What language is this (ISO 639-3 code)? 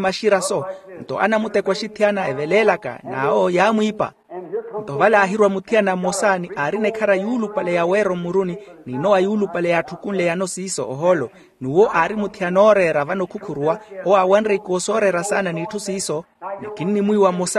vmw